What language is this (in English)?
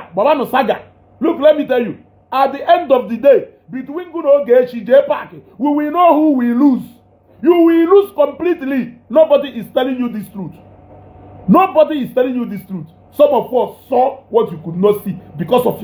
Igbo